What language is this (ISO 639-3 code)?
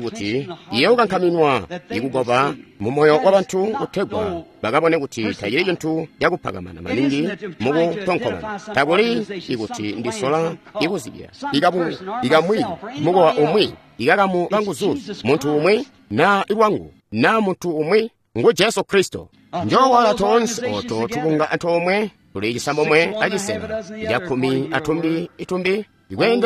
toi